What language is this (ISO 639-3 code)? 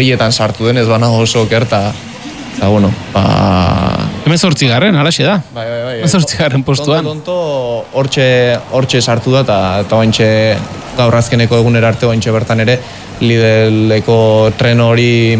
eus